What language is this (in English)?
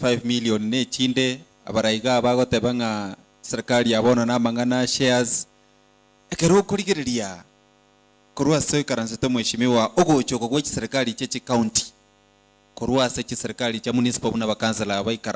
Gusii